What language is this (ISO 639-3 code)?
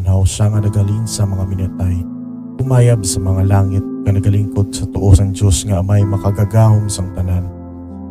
hil